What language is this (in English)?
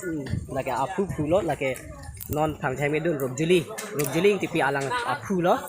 Karbi